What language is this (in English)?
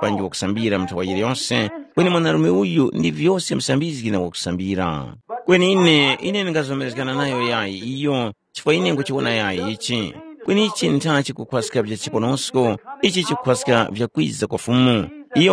Tumbuka